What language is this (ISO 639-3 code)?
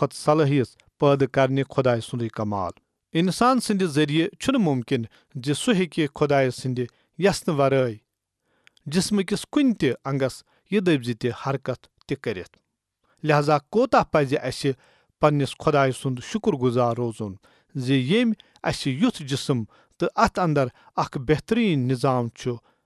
kas